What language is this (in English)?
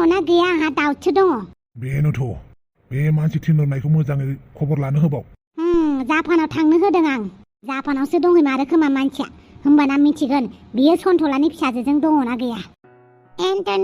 Bodo